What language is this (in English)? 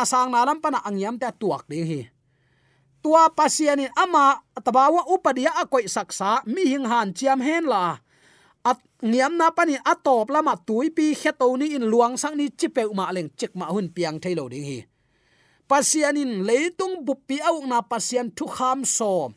Tedim Chin